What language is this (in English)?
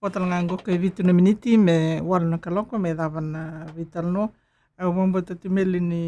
Fijian